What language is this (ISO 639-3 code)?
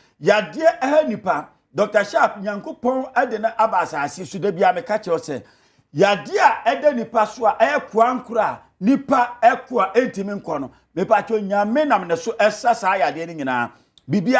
aka